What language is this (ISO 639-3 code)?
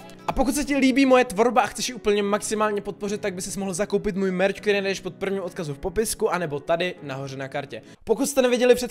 ces